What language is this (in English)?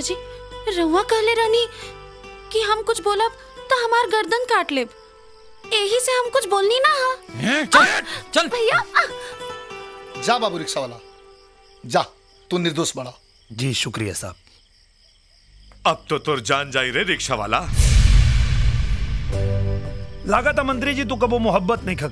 Bhojpuri